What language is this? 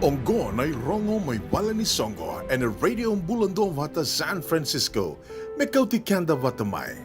Fijian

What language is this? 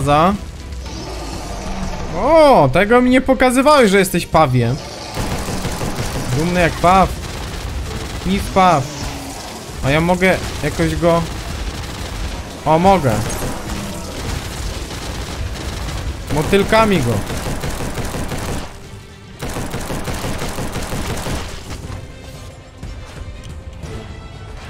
Polish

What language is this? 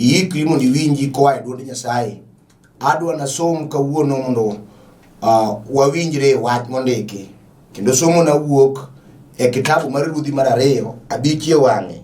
Luo (Kenya and Tanzania)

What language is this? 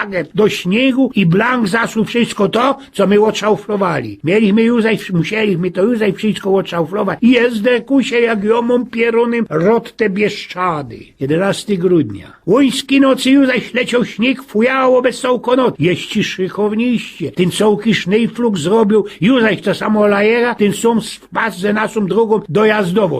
Silesian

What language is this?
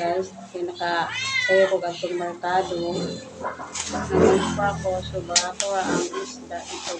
Cebuano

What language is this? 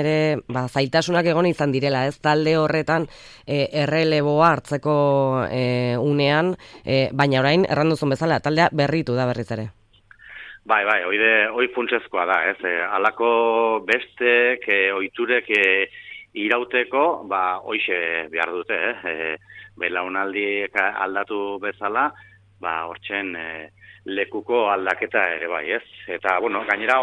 Basque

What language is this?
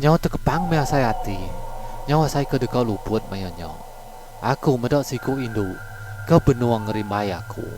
Iban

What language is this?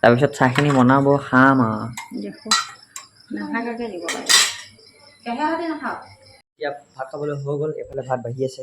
Assamese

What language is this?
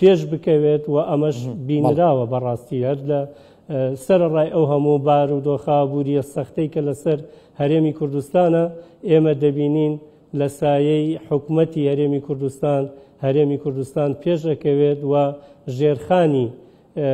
Central Kurdish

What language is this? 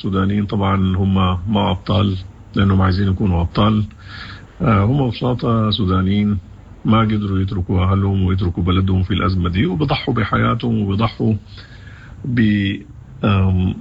Sudanese Arabic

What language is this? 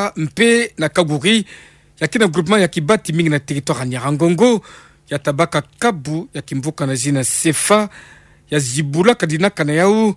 Kituba (Democratic Republic of Congo)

